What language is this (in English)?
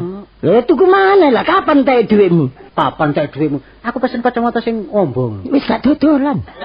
Javanese